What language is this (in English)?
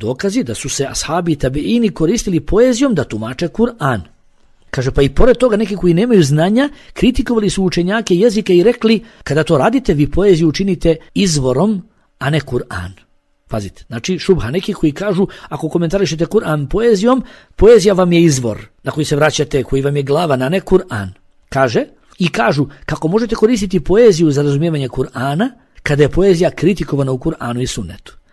Bosnian